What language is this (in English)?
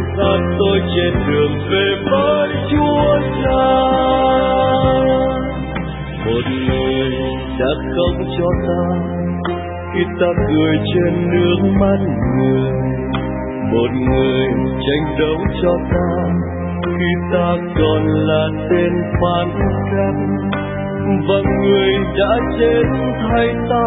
Vietnamese